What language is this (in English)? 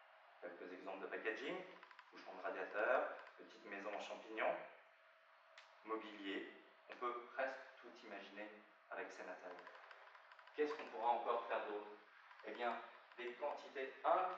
French